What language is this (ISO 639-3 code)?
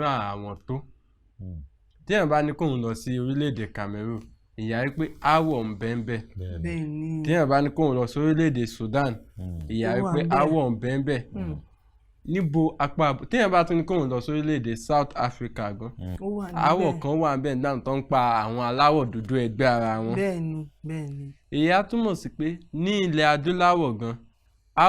yor